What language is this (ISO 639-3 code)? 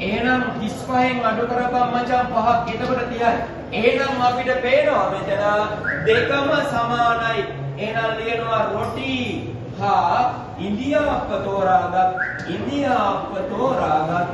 sin